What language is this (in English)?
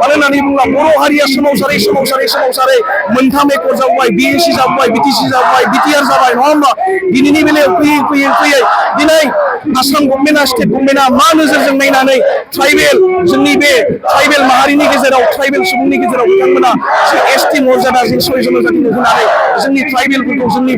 Bodo